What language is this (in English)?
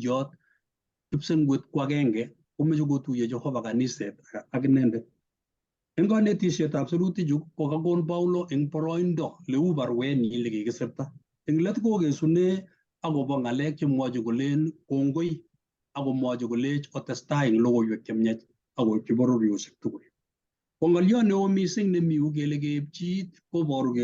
Kalenjin